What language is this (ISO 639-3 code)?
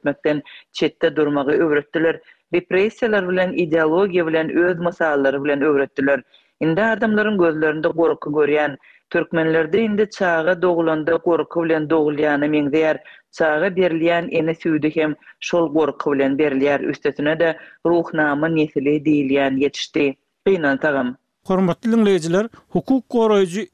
tuk